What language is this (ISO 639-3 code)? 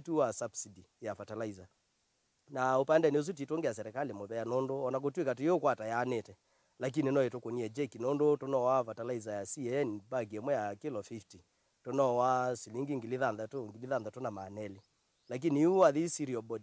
kam